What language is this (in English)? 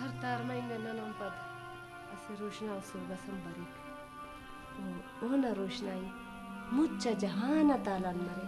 Brahui